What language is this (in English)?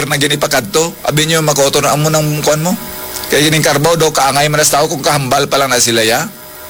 Hiligaynon